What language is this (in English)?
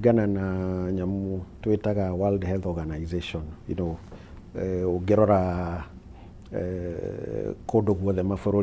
Kikuyu